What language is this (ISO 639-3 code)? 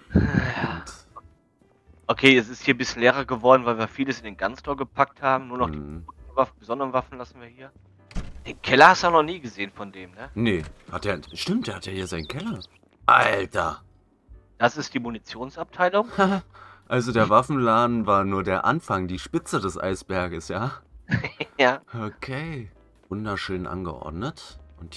deu